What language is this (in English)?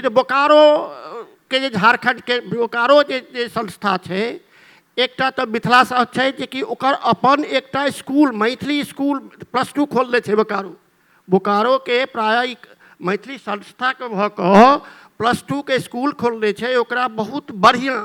Maithili